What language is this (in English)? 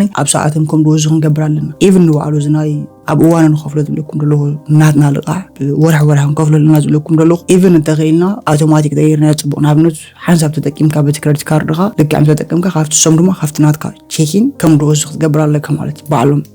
Tigrinya